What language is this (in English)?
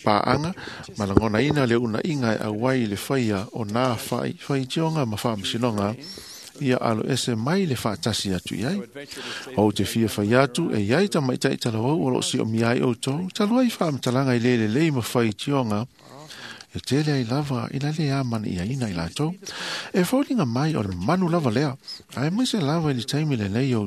Samoan